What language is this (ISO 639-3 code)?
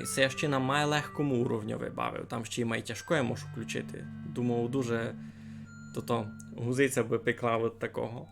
rue